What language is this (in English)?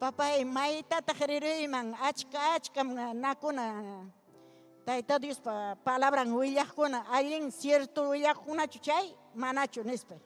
Ayacucho Quechua